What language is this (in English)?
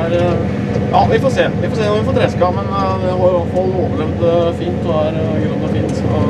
Norwegian